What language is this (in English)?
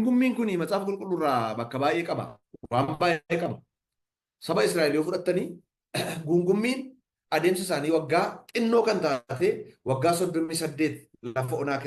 Oromo